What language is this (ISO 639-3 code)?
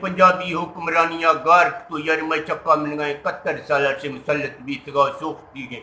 bgp